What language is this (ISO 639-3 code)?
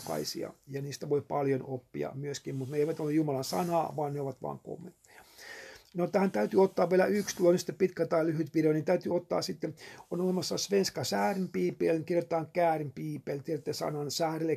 fin